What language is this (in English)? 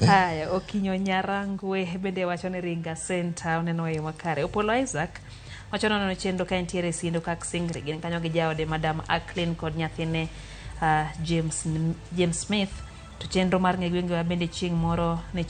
Luo (Kenya and Tanzania)